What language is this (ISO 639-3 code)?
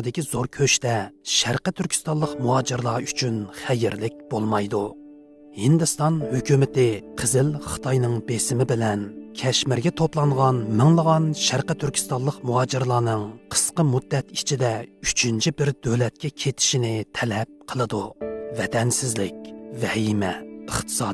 uig